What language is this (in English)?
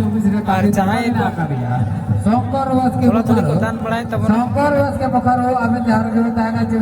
Santali